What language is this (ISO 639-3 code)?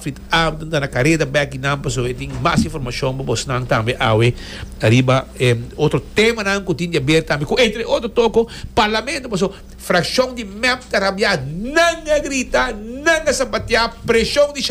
pap